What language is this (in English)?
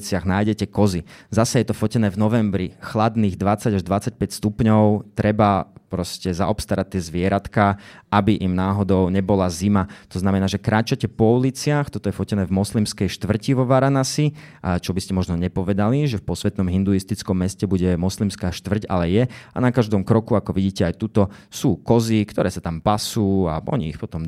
Slovak